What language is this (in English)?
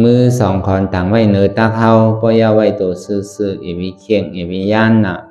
Shan